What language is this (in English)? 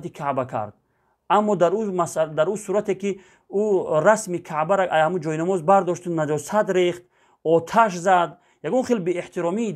Tajik